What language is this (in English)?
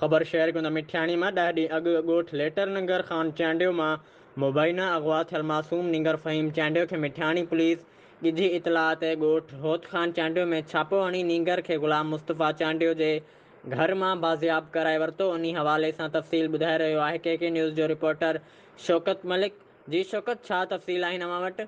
Sindhi